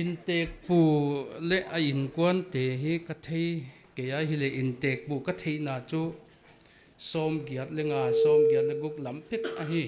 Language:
Paite Chin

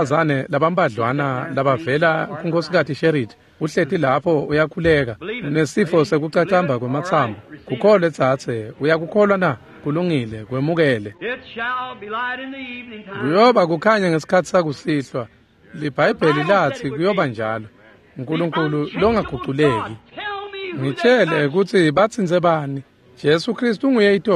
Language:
Swati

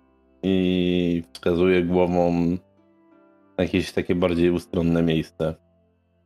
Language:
Polish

